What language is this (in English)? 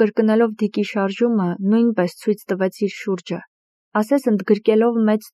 Armenian